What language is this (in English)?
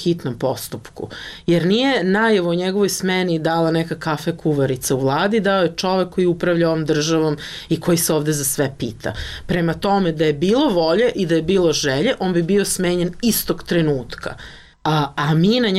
Serbian